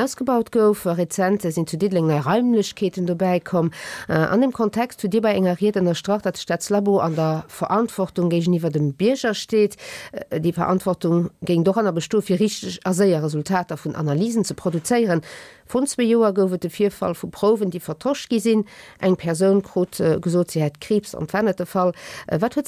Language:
Luxembourgish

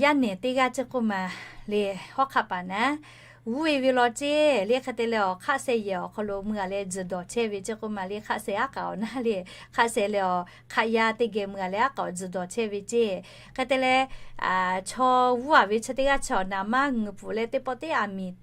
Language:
Lahu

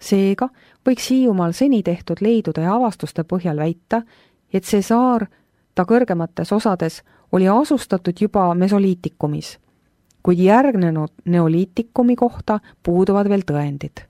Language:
Estonian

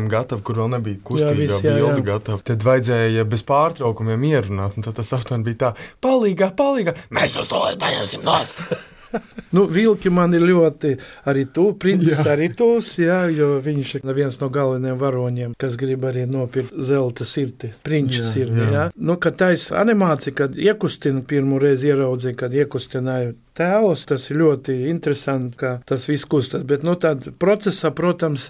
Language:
Latvian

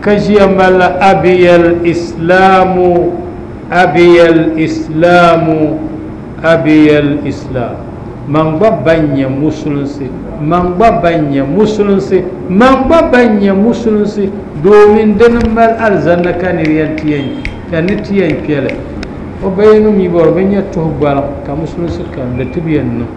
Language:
Dagbani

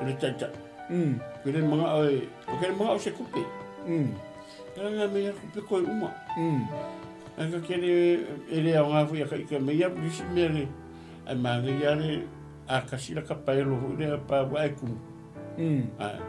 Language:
Samoan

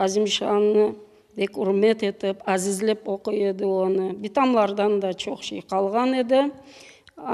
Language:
Crimean Tatar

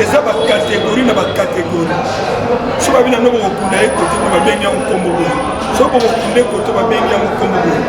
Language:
Lingala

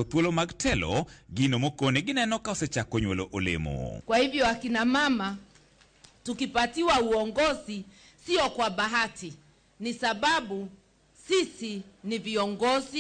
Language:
Luo (Kenya and Tanzania)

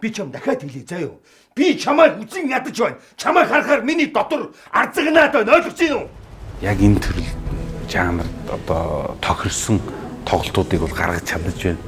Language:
Mongolian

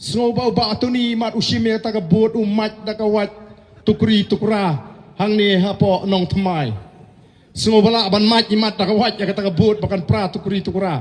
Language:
Khasi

